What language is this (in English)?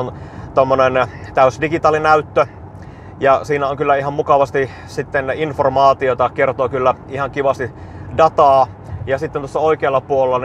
Finnish